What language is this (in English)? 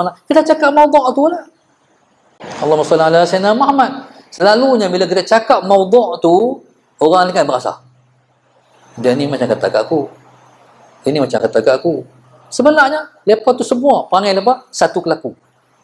Malay